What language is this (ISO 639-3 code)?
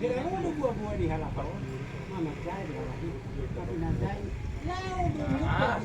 bbc